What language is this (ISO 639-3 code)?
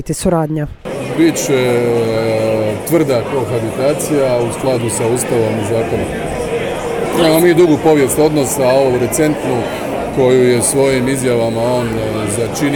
hrv